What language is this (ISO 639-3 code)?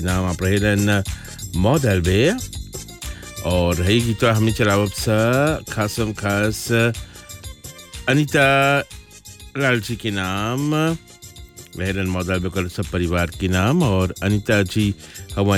bho